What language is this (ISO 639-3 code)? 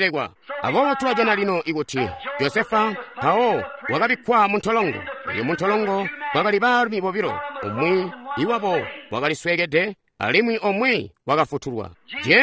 toi